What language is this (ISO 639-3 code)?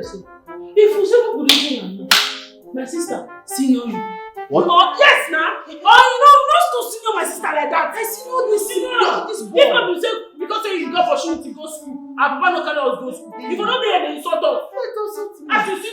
pcm